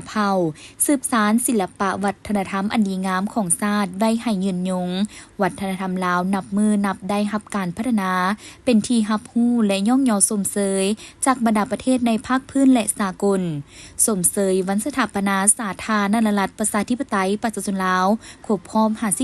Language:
Lao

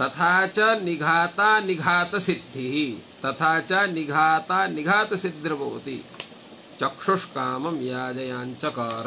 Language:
Sanskrit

